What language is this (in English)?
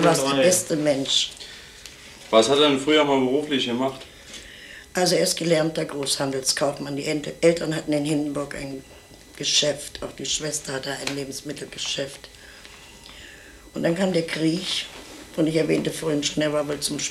German